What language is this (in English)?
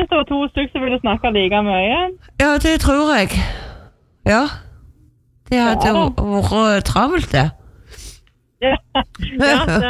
Norwegian